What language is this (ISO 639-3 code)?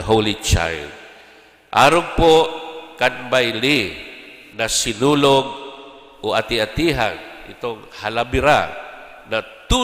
bik